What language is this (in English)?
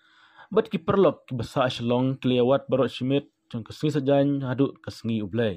Khasi